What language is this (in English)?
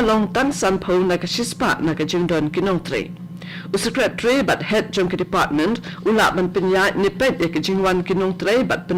Khasi